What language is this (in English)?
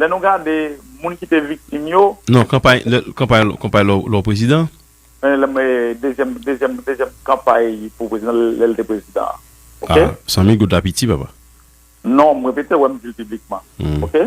Haitian Creole